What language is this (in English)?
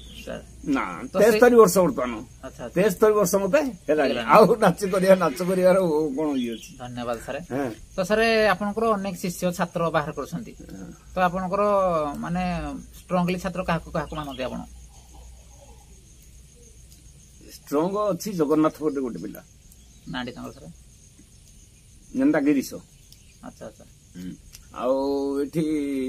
Odia